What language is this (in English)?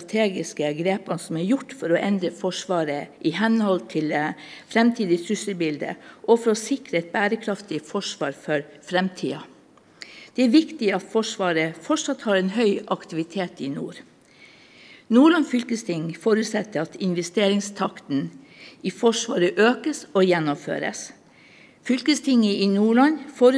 Norwegian